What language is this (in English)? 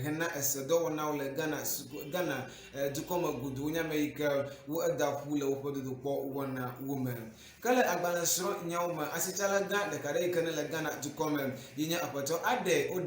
Ewe